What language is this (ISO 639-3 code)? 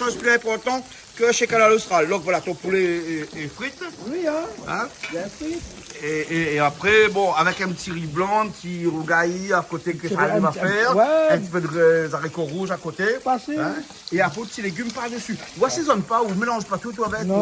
rcf